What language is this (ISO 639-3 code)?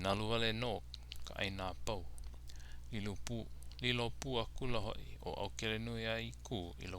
haw